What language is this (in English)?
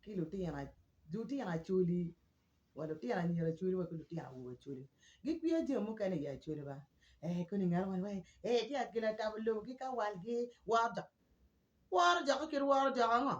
Acoli